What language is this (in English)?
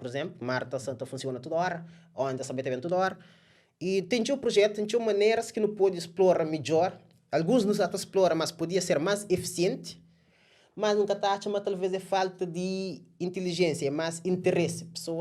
Kabuverdianu